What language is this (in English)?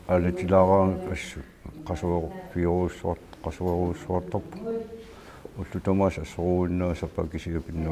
Kalaallisut